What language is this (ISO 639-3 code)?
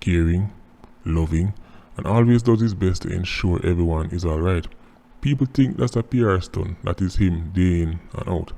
jam